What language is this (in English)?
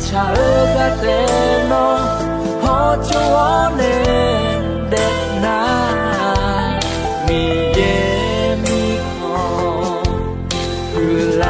Akha